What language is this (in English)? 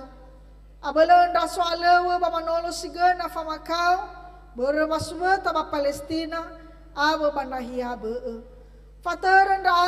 Nias